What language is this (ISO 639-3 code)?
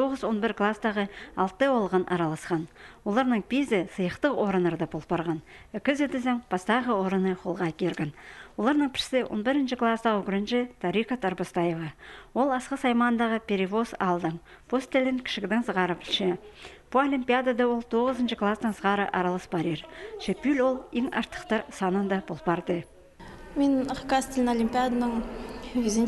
kjh